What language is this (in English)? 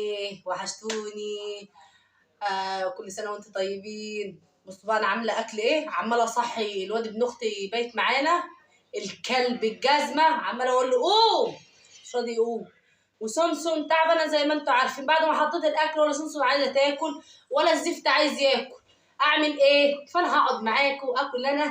Egyptian Arabic